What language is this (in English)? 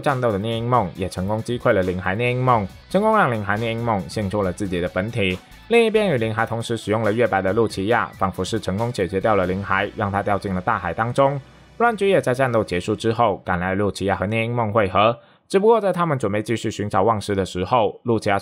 Chinese